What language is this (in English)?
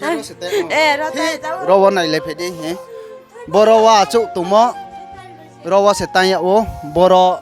Riang (India)